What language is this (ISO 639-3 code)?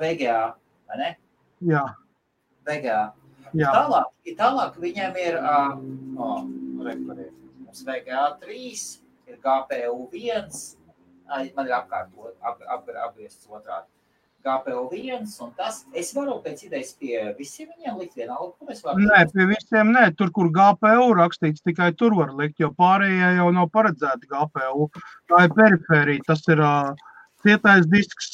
lav